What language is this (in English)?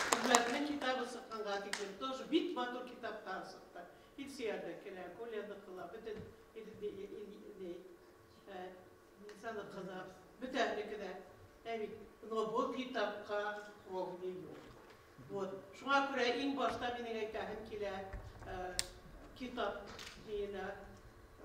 Bashkir